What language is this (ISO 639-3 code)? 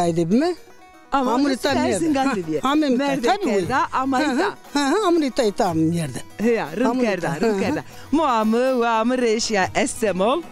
zza